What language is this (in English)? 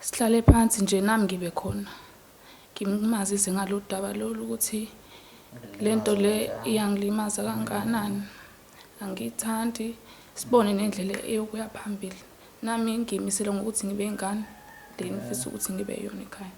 Zulu